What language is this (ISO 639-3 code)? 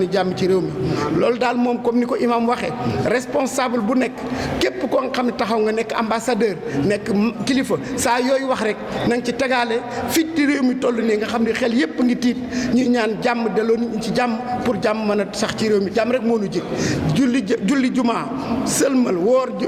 wol